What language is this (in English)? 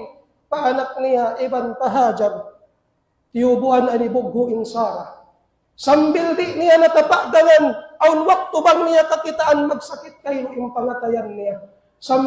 Tausug